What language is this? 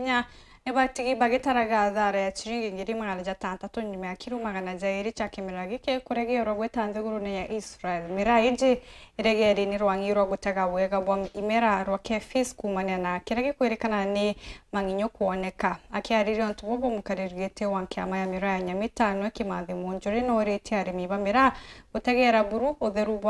Meru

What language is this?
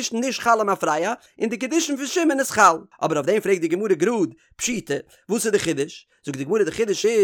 Yiddish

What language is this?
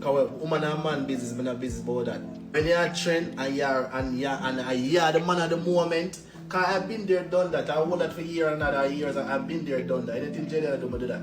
Jamaican Creole English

